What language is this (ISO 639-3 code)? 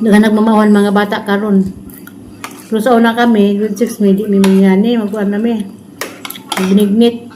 ceb